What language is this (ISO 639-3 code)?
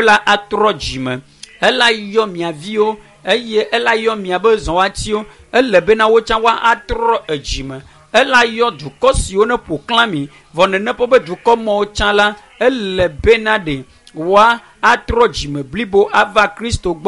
ewe